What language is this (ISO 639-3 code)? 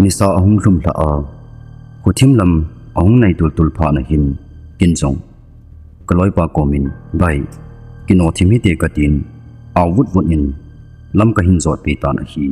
tcz